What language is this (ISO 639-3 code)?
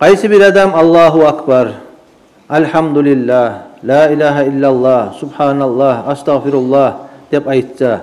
kum